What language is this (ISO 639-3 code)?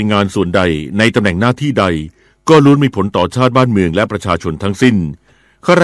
tha